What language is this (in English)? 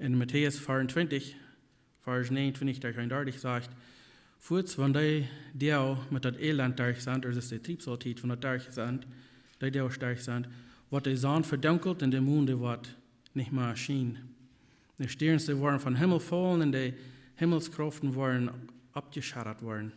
Plautdietsch